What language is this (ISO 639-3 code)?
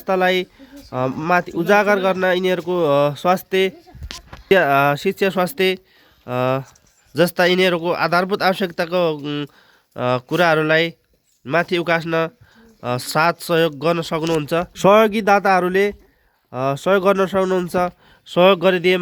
nep